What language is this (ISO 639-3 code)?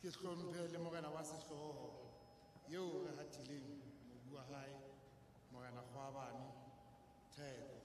sot